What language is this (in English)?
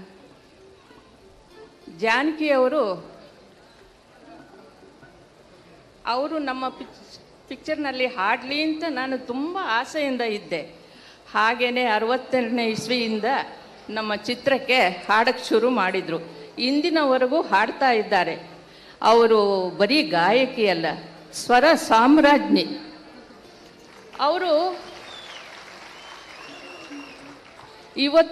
Kannada